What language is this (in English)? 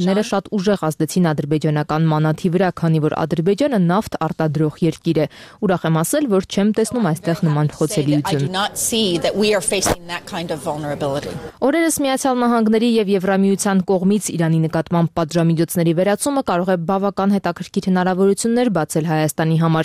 Armenian